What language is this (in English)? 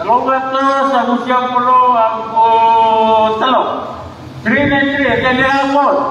Maranao